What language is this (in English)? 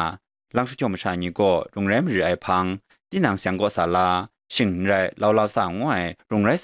Kachin